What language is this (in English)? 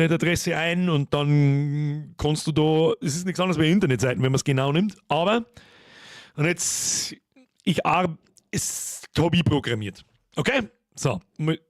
Bavarian